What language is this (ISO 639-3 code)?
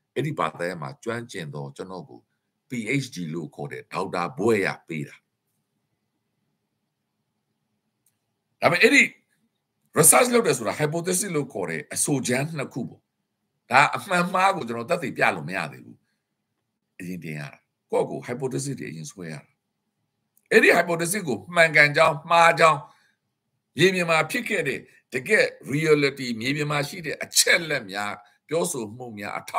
mya